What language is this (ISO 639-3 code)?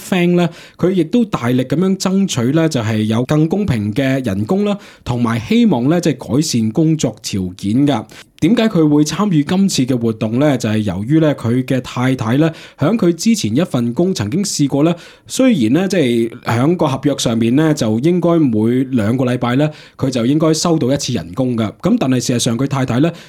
yue